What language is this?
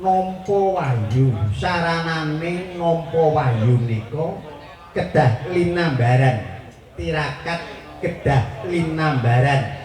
Javanese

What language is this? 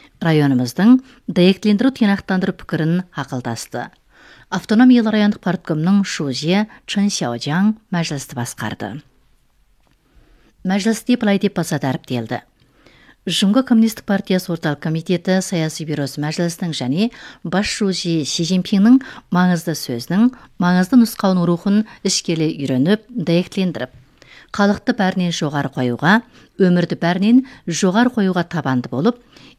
Kazakh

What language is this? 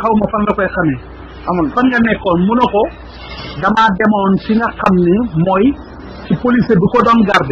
Wolof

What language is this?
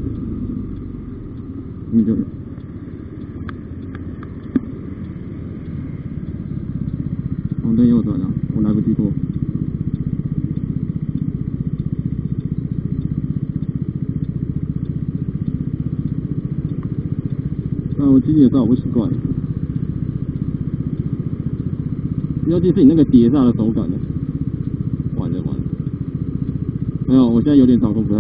Chinese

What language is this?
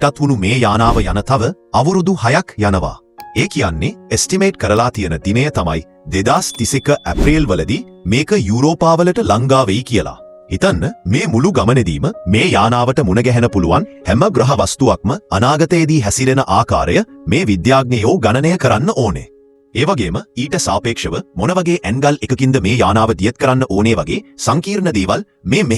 Sinhala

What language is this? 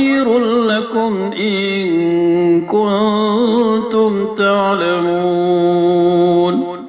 Maranao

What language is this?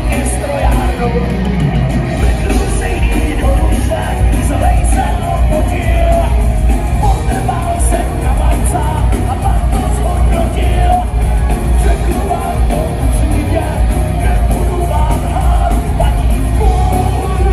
Czech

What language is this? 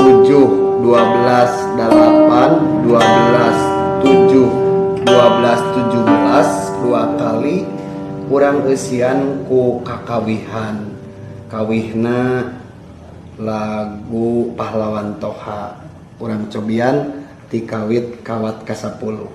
Sundanese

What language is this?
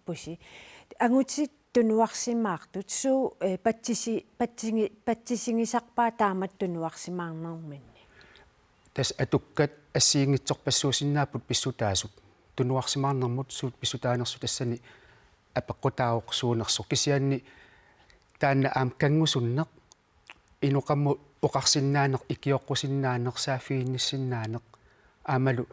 Kalaallisut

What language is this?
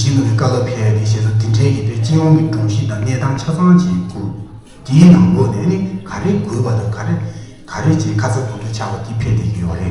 Tibetan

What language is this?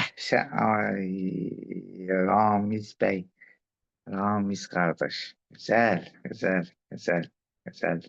Azerbaijani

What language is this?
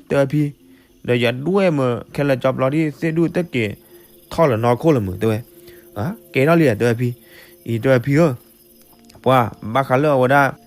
S'gaw Karen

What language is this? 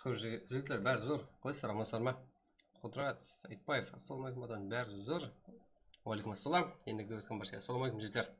Kara-Kalpak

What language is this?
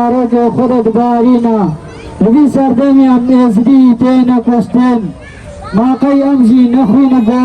Kurdish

